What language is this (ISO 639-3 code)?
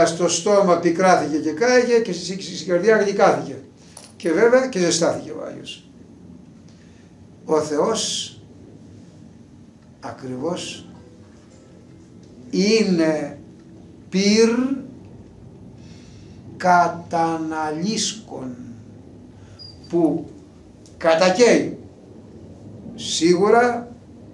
ell